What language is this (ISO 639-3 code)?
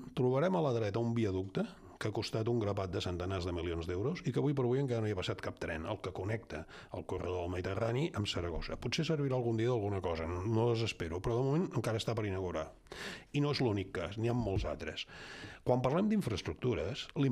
cat